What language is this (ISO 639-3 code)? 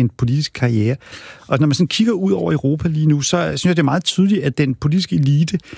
dan